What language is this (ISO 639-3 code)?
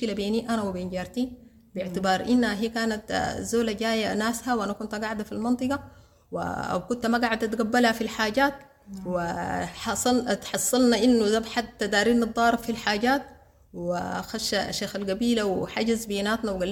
apd